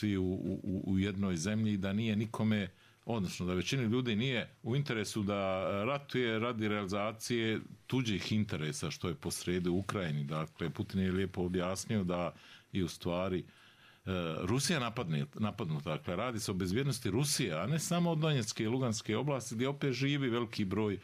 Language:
Bosnian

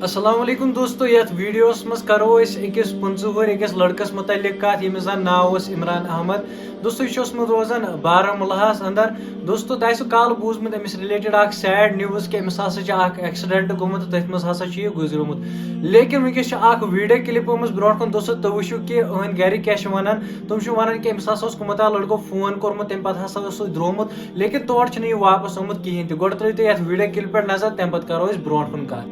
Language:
Kashmiri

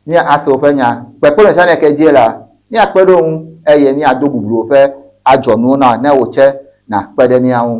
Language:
Ewe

